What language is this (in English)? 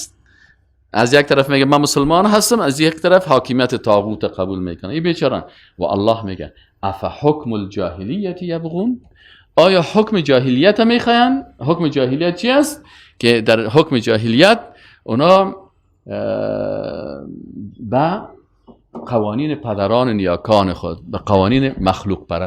Persian